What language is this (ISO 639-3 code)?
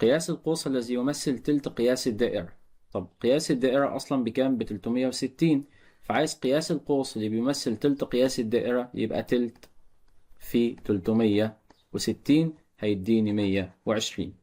arz